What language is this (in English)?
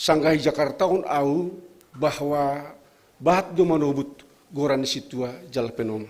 Batak Simalungun